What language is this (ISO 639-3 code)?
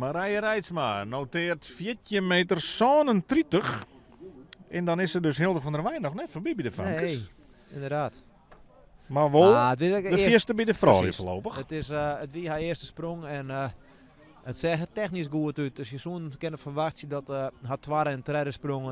fry